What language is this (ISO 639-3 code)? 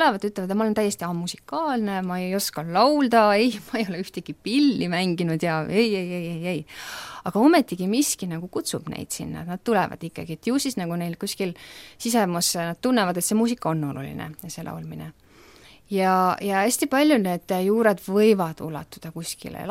est